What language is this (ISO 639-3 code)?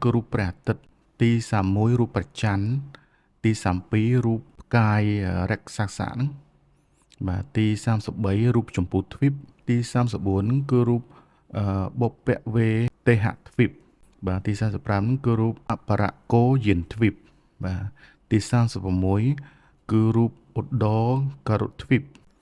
khm